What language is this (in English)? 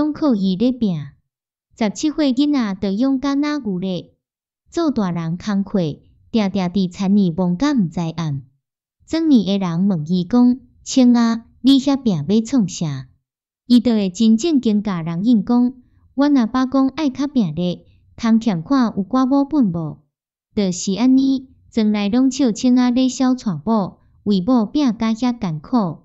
Min Nan Chinese